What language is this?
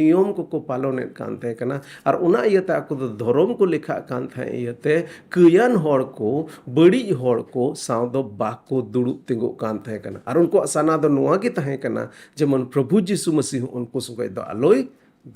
Santali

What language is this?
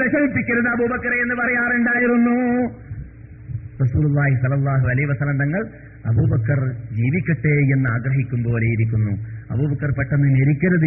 Malayalam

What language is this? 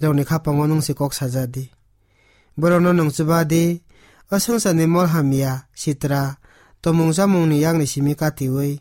Kok Borok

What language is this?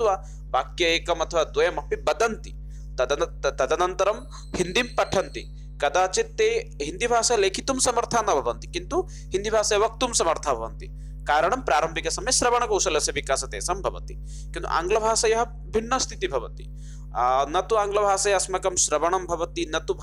Sanskrit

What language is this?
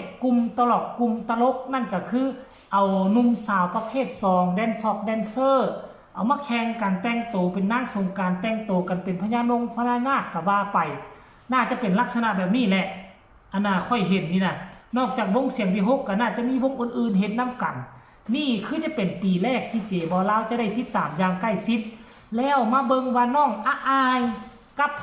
Northeastern Thai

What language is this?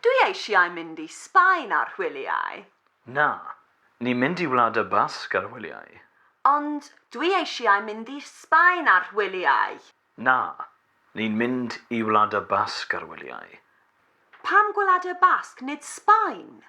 Welsh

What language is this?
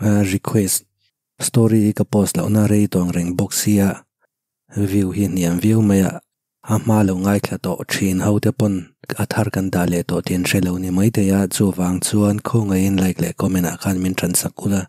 Mizo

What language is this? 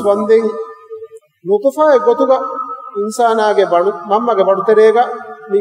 Divehi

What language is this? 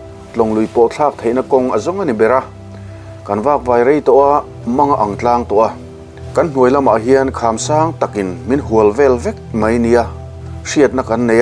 Mizo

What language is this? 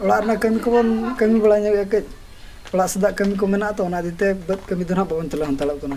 Santali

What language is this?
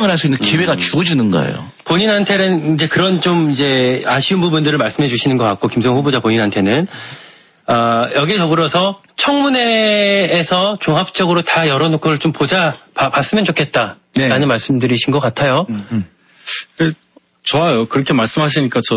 Korean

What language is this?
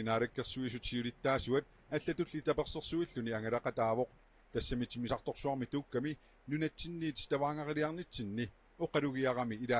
Kalaallisut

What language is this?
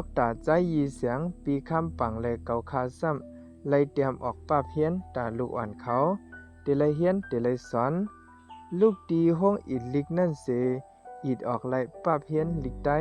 Shan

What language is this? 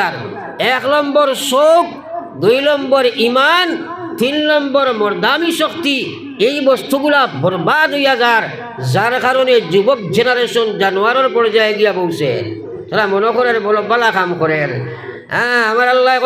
Sylheti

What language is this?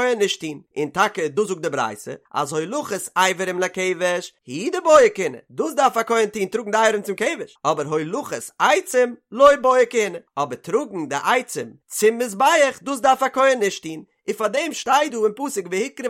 Yiddish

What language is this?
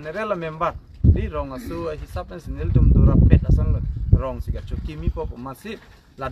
Karbi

